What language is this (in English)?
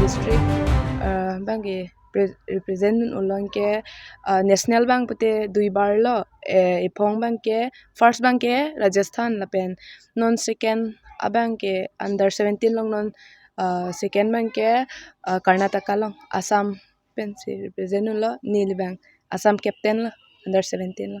Karbi